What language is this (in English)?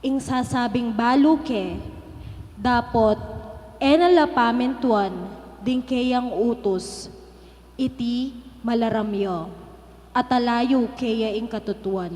Pampanga